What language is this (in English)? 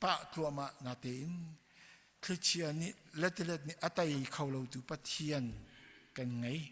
Hakha Chin